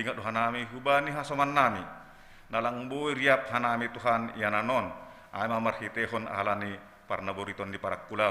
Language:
Batak Simalungun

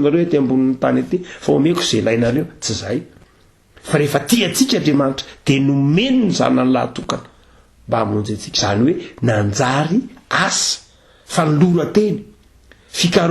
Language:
Malagasy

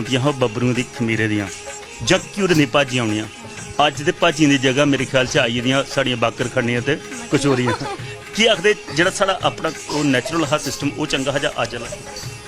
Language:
Dogri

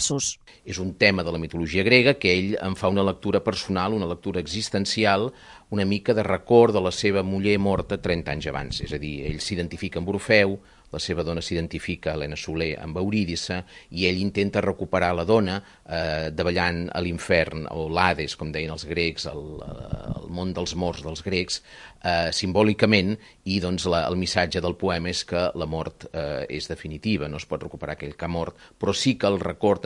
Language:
Catalan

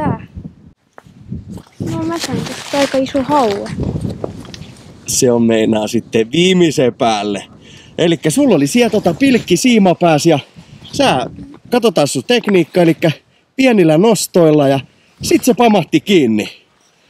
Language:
Finnish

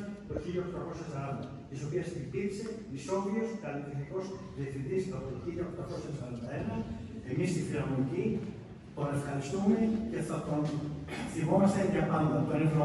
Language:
Greek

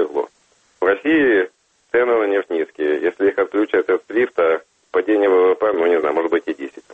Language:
Russian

